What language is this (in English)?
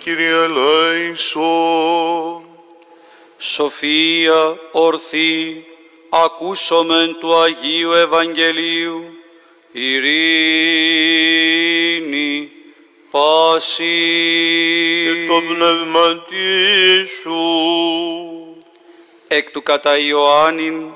Greek